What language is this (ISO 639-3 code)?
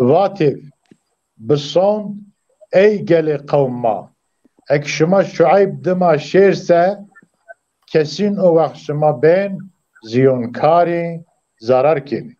zza